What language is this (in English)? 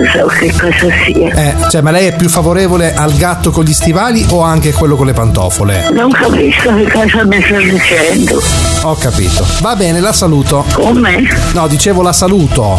Italian